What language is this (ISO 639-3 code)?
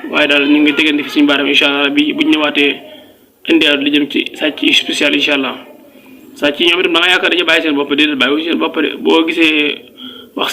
wol